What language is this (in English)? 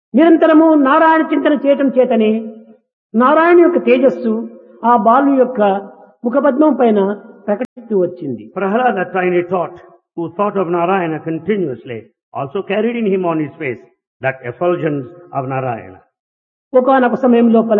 Telugu